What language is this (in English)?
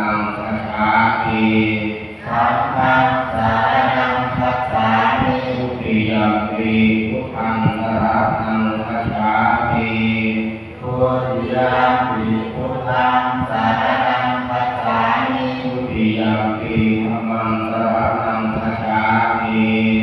Pali